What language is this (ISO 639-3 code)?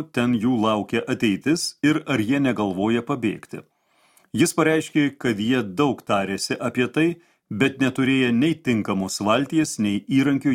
lit